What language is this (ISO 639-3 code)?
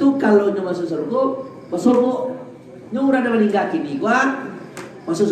min